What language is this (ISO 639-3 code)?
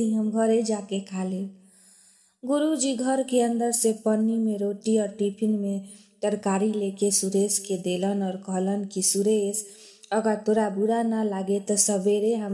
bho